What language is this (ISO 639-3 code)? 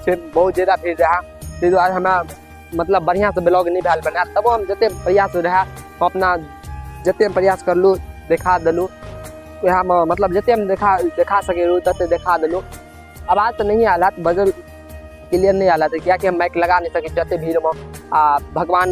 mai